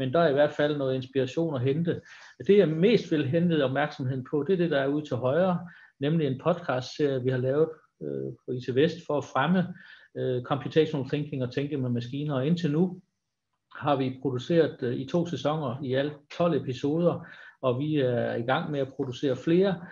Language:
Danish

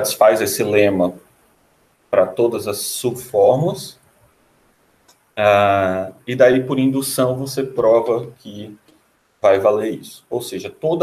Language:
Portuguese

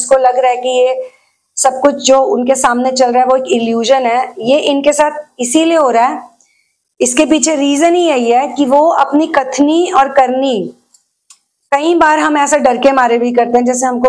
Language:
Hindi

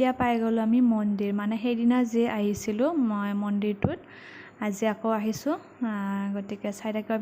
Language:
Assamese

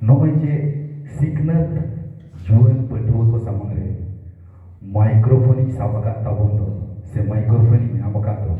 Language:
Santali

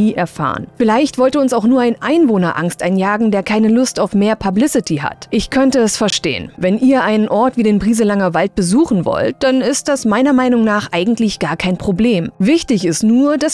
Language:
German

